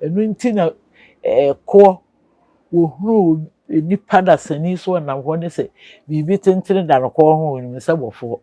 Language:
Akan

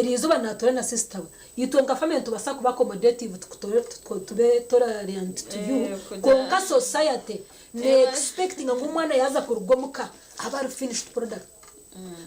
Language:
Nyankole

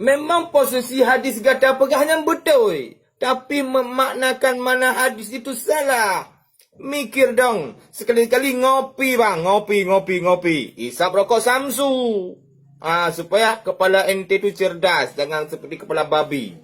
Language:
Achinese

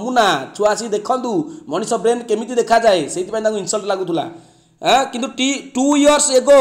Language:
Odia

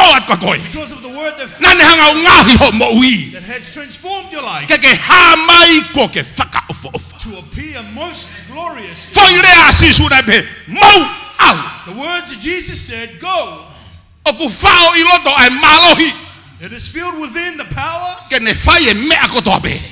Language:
Tongan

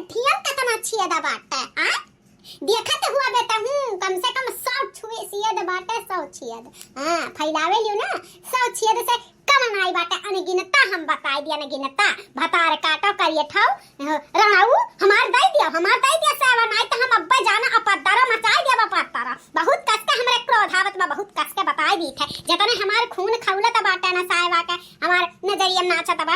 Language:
Bhojpuri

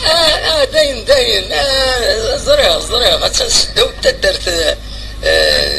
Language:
Kabyle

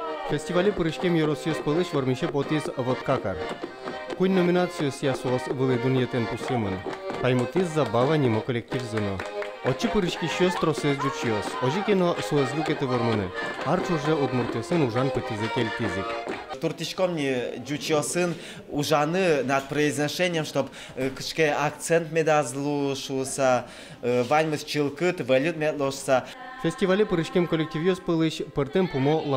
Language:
Udmurt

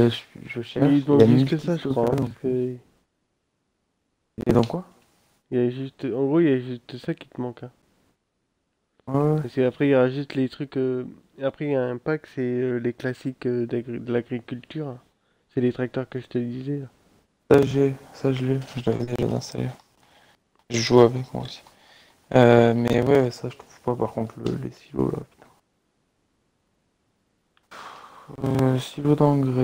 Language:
French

